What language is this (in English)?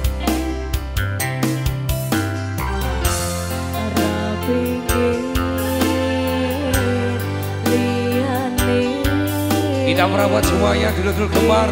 Indonesian